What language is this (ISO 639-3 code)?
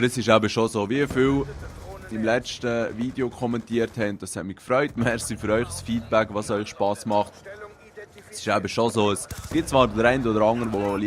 gsw